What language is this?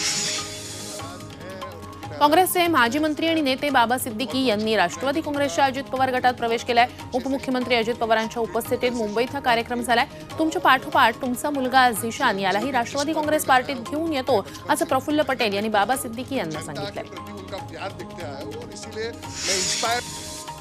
Marathi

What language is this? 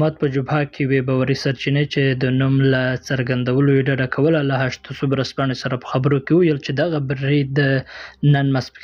Pashto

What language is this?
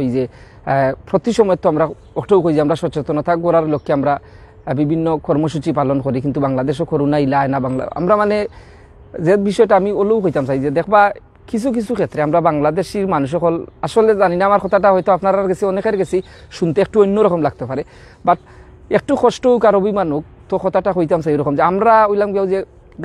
Sylheti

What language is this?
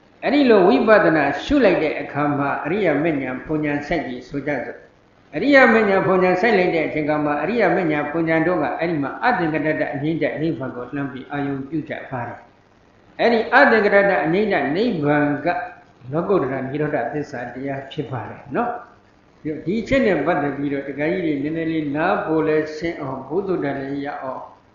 Burmese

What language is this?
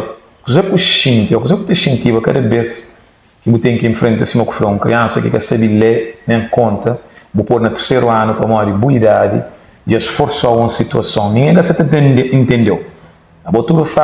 Kabuverdianu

